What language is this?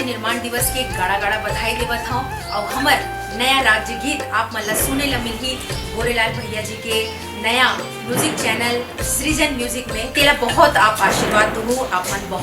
Chhattisgarhi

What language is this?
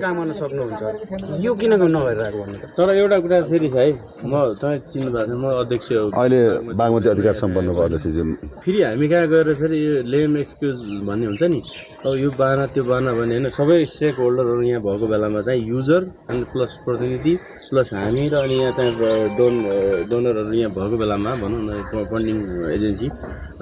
Nepali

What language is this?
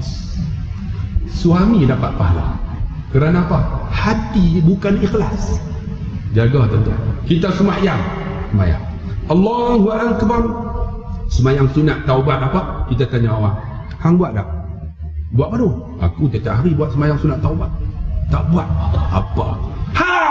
Malay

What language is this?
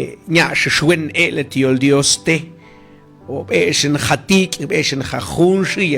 Mam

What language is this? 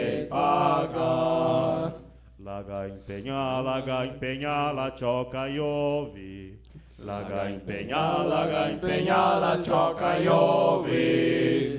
Venetian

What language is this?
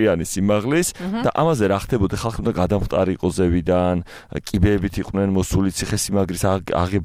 Georgian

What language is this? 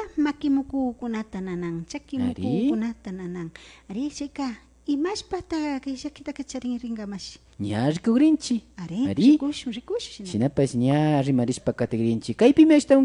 Imbabura Highland Quichua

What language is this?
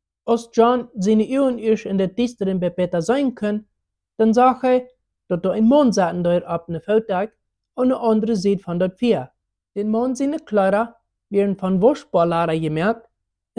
Plautdietsch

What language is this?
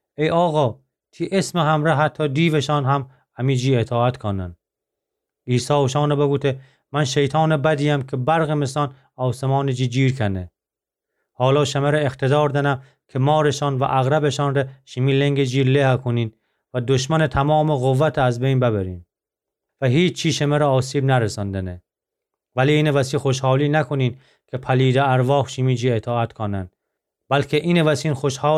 Gilaki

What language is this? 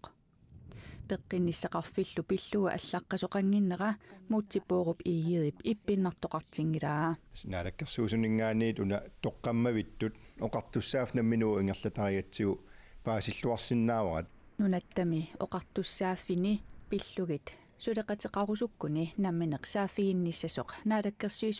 Kalaallisut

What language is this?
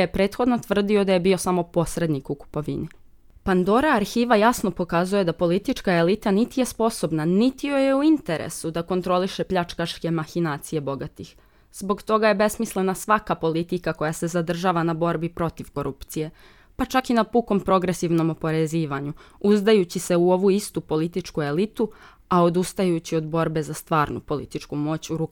Serbian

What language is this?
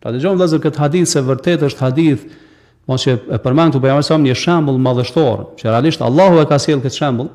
Albanian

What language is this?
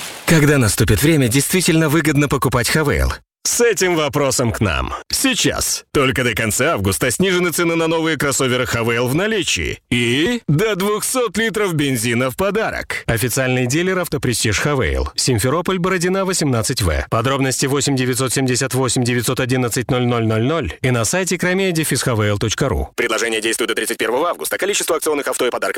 Russian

